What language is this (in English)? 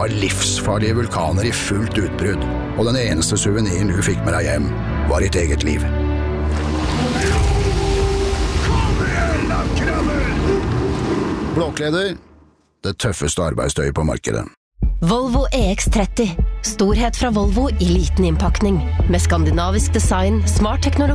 Norwegian